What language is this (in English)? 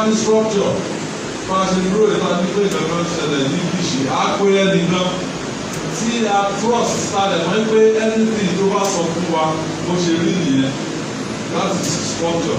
Yoruba